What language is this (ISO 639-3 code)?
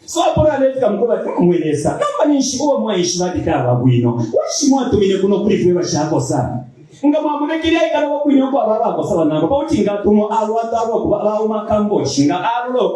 bem